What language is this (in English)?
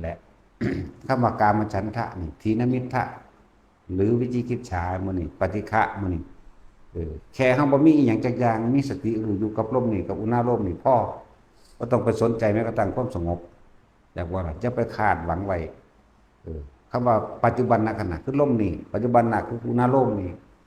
Lao